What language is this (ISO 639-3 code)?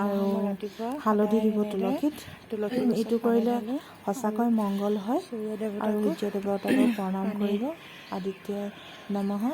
asm